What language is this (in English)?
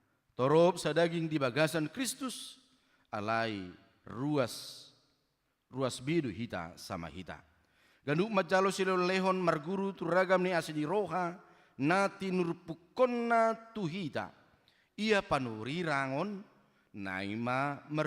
Batak Toba